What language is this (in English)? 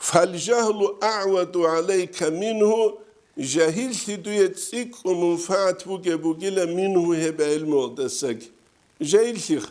Avaric